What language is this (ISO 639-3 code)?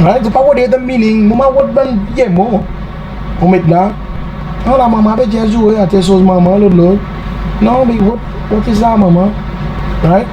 crs